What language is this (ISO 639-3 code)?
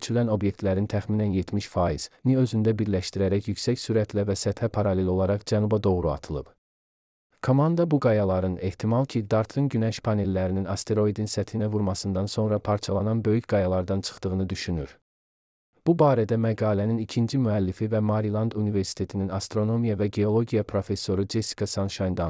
aze